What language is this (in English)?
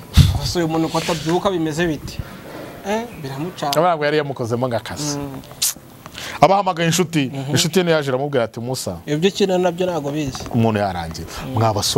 Kinyarwanda